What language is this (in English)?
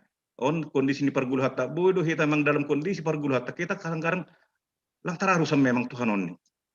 Batak Simalungun